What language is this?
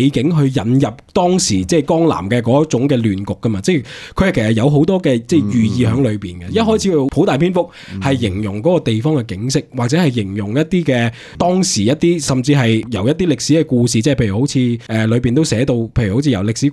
Cantonese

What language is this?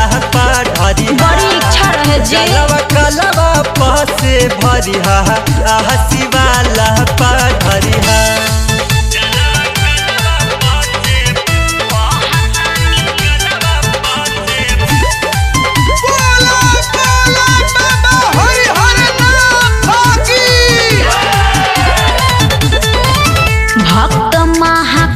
Bhojpuri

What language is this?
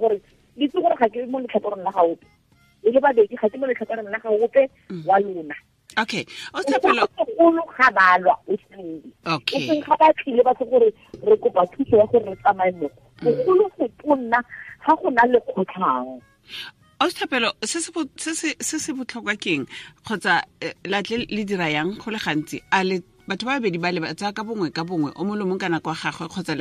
Tswana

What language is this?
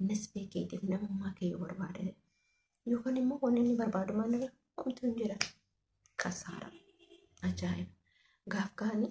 Oromo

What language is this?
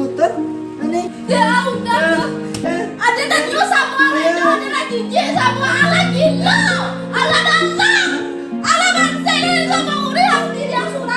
Minangkabau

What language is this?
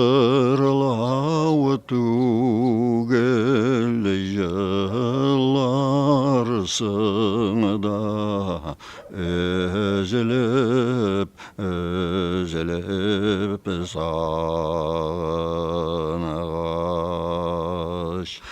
Tatar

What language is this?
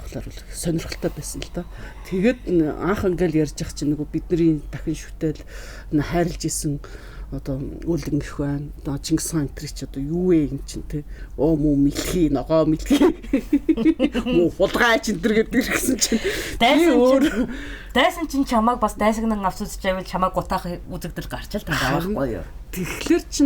Mongolian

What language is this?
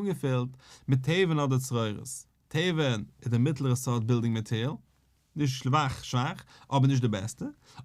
Yiddish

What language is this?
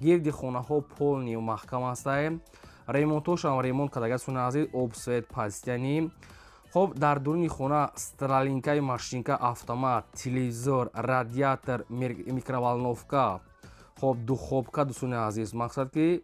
Tajik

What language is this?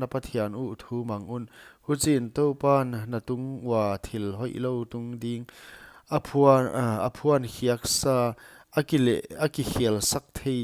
Paite Chin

